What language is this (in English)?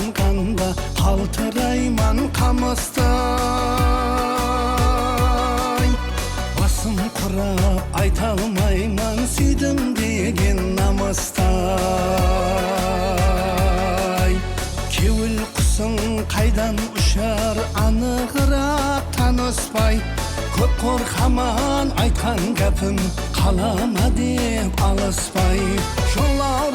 Kara-Kalpak